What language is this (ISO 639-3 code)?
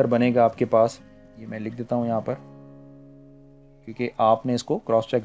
hin